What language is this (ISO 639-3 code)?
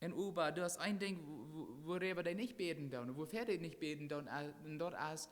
pdt